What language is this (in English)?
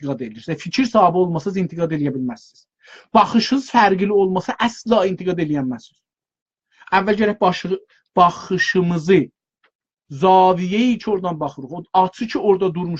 South Azerbaijani